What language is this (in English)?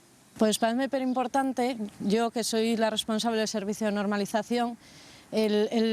Asturian